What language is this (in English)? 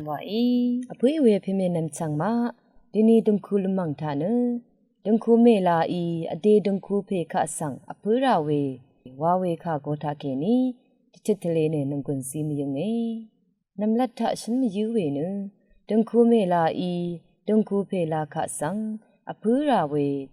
Rawang